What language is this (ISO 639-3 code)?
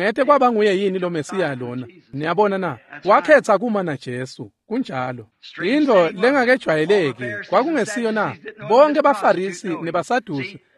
ssw